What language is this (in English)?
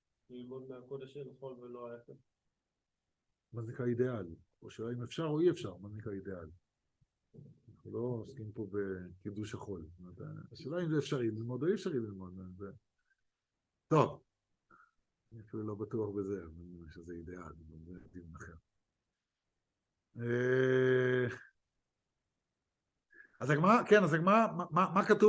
Hebrew